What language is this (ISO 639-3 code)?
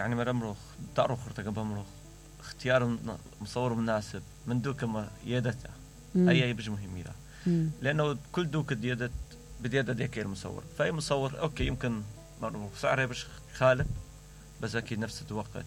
acm